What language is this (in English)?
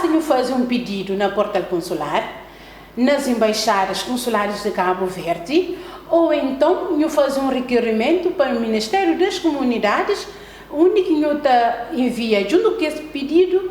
Kabuverdianu